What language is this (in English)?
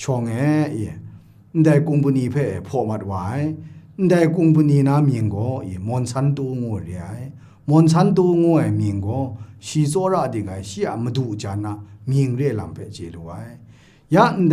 Kachin